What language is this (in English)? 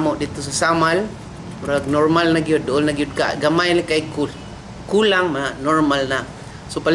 Cebuano